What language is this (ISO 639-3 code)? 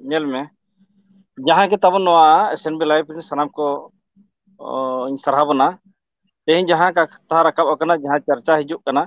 sat